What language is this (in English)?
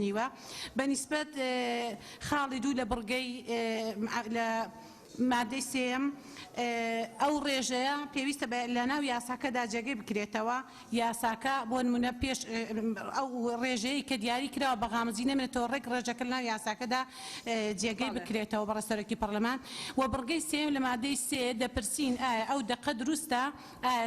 Central Kurdish